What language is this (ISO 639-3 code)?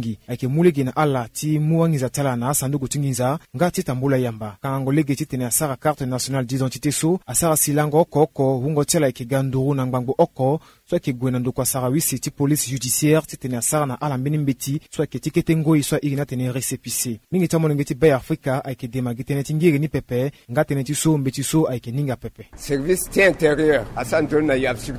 sag